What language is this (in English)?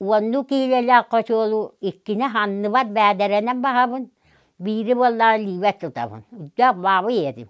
Yakut